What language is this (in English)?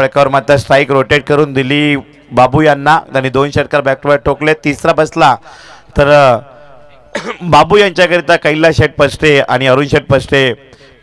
Marathi